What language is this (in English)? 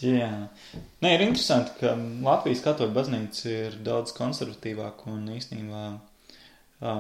Latvian